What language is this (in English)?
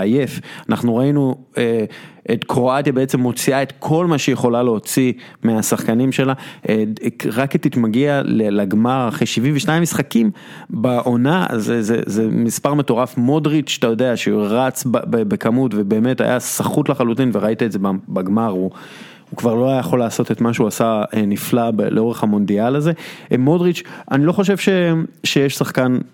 Hebrew